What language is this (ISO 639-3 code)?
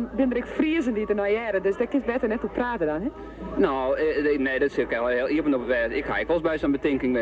fry